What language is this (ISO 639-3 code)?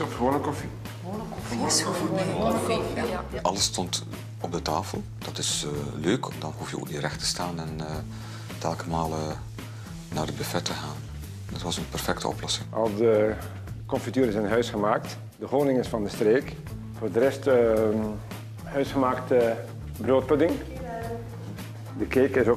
nld